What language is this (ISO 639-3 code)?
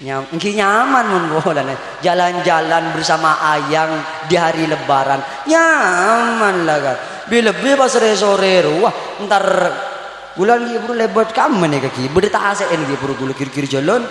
mad